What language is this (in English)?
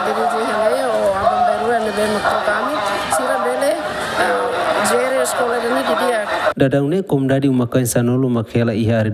Tetum